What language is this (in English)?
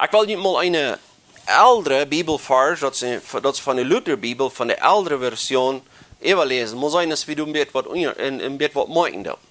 Plautdietsch